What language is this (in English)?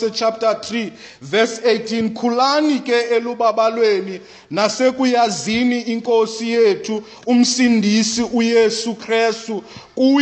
Xhosa